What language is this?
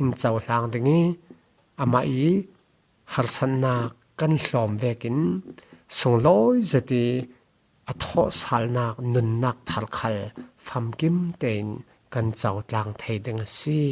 Falam Chin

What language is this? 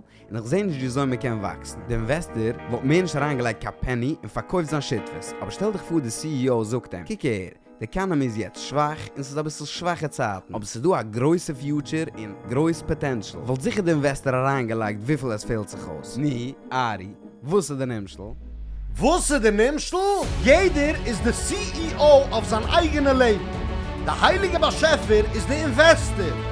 Yiddish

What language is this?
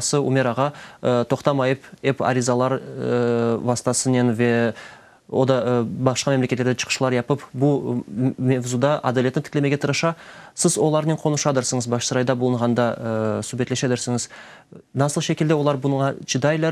Crimean Tatar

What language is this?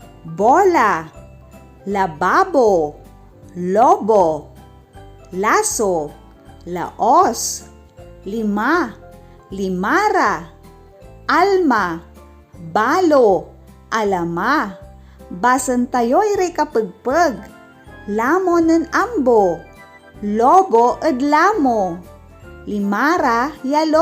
Pangasinan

